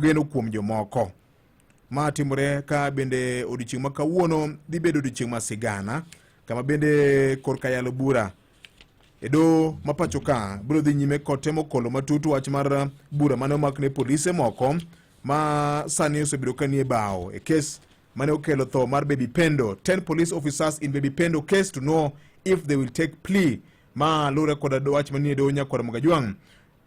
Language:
Luo (Kenya and Tanzania)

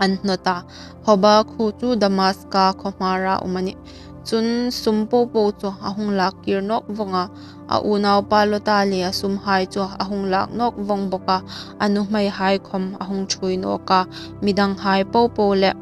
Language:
Hmar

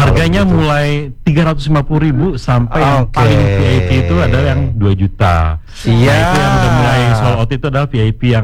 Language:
Indonesian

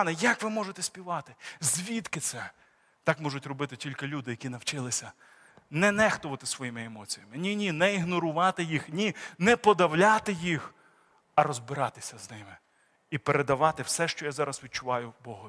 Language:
Ukrainian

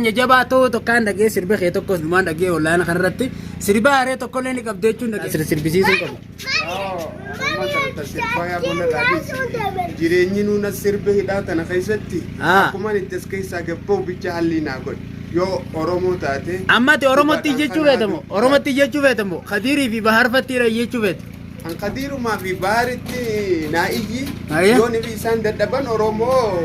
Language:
Oromo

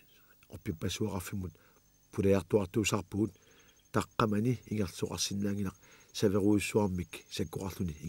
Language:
Kalaallisut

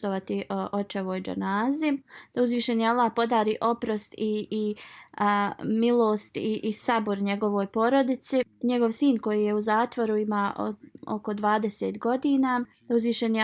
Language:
Bosnian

